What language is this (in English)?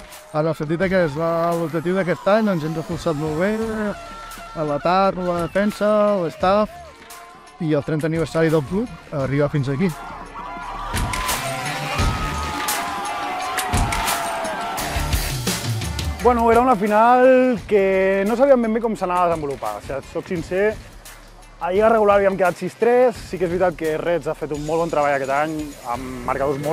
Catalan